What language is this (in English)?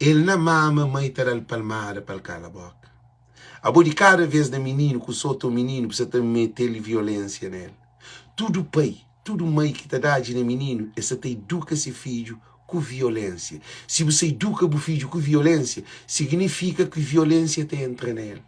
Kabuverdianu